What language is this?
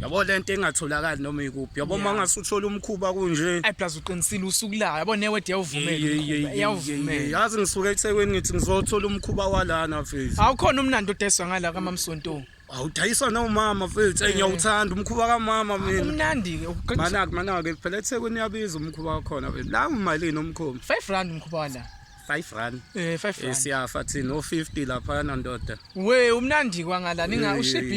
Zulu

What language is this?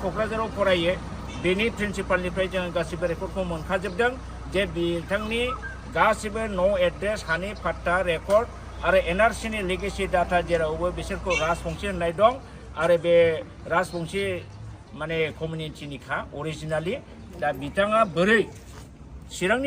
Bodo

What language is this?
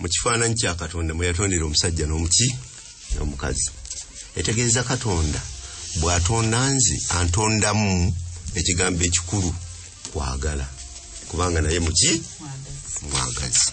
Ganda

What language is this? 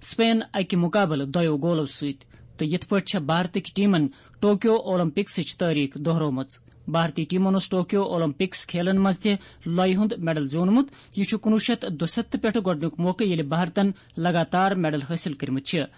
Kashmiri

